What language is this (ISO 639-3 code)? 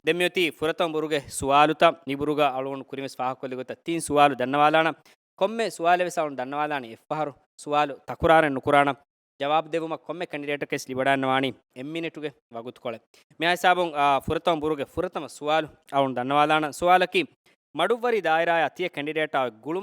div